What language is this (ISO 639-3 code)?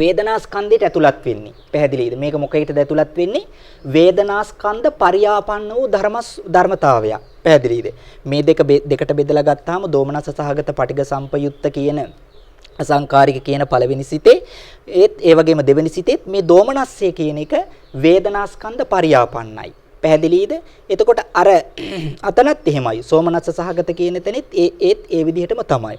sin